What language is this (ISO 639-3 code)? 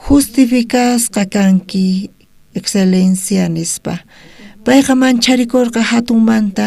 quh